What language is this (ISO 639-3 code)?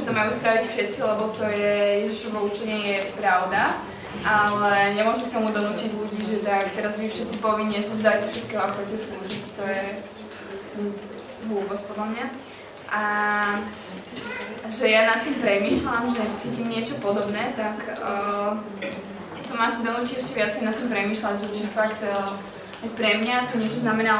slk